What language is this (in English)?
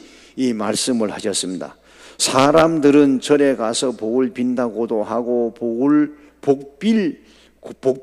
Korean